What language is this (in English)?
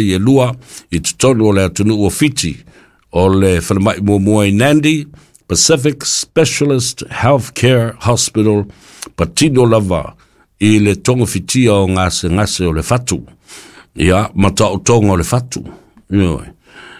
Samoan